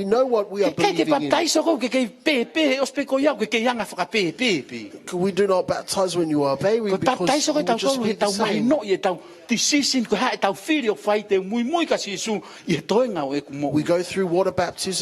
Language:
Tongan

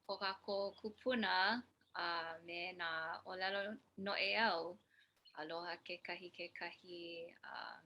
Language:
Hawaiian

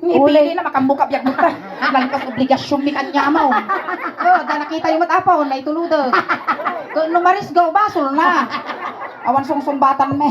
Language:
Iloko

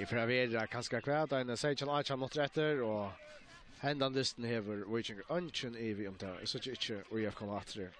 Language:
Faroese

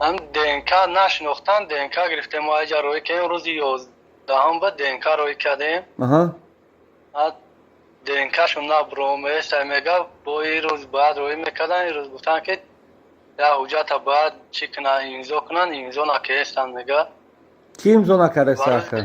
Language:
Tajik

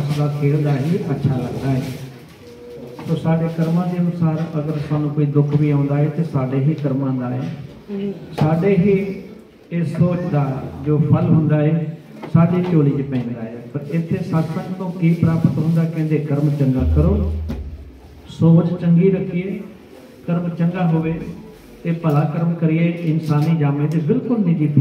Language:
Punjabi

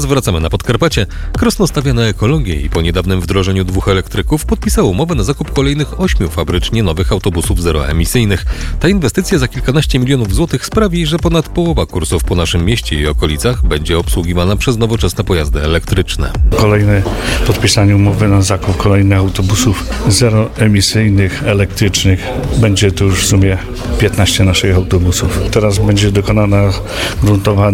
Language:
Polish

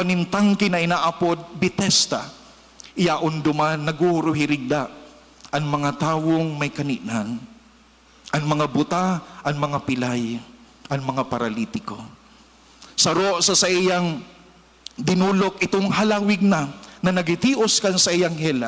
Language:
Bikol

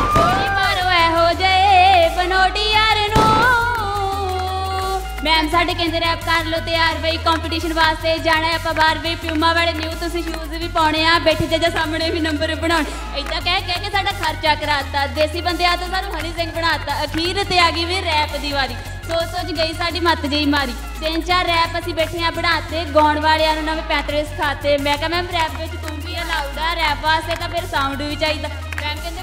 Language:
Punjabi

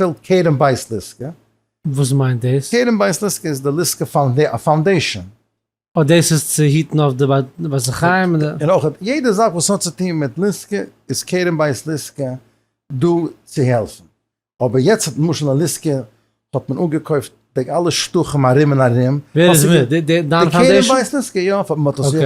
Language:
Yiddish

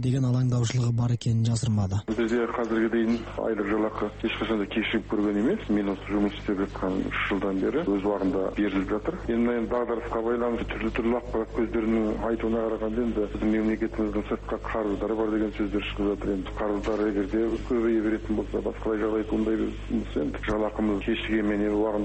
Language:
Kazakh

